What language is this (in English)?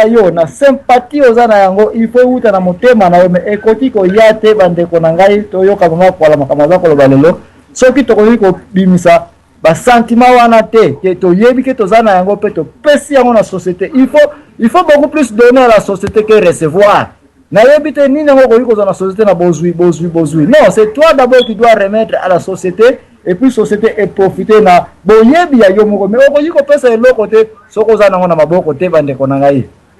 Lingala